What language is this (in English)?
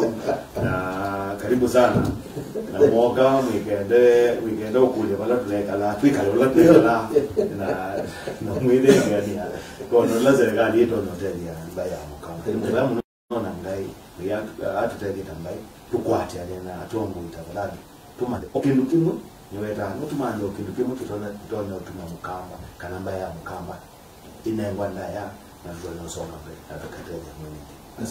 Kamba